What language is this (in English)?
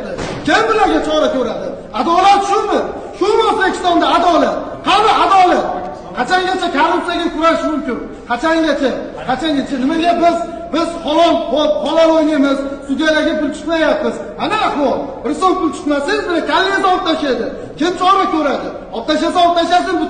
Uzbek